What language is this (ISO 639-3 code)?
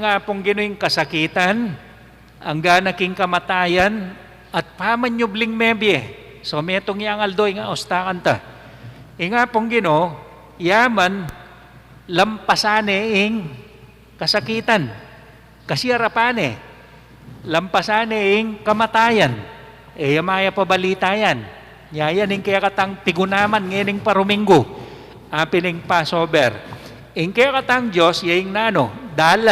pam